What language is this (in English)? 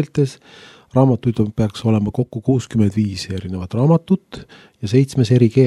Estonian